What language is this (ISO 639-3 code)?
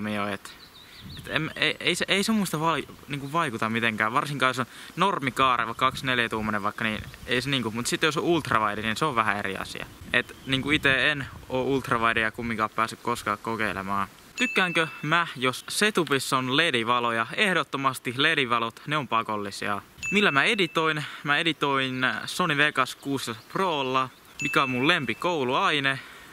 fin